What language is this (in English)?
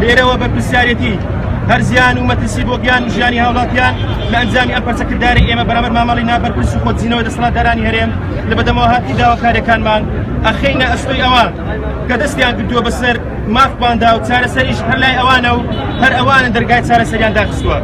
Central Kurdish